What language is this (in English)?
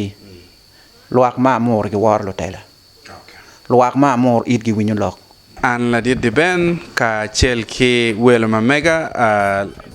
Acoli